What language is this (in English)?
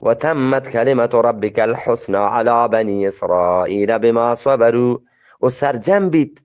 Eastern Balochi